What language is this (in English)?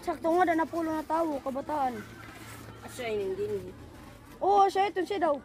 Waray